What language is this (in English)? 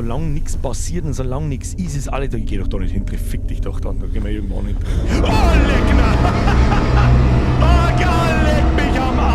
Bavarian